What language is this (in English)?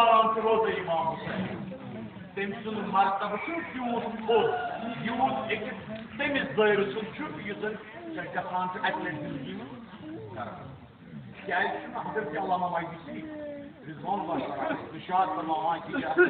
Kashmiri